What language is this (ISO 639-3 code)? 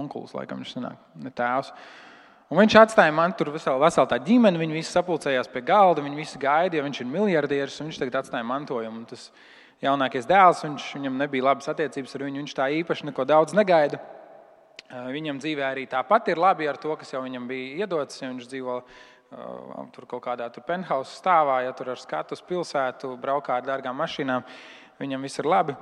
lav